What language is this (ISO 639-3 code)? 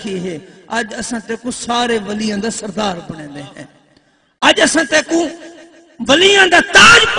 skr